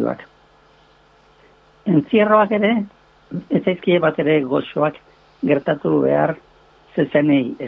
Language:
Basque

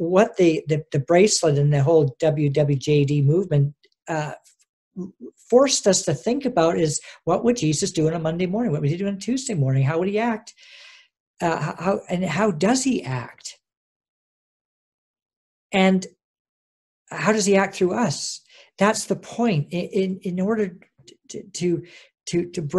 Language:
English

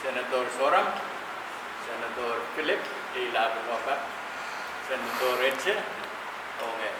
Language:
Pohnpeian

